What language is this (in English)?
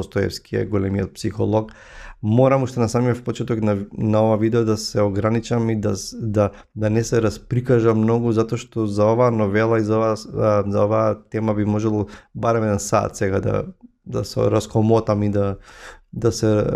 Macedonian